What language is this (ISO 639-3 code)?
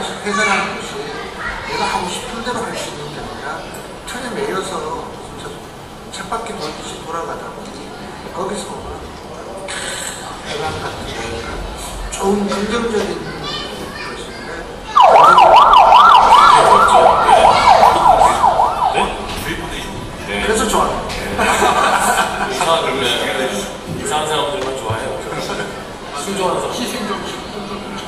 kor